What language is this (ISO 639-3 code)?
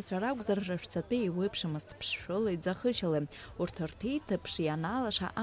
abk